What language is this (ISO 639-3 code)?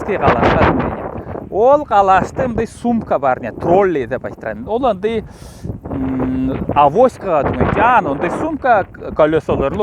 alt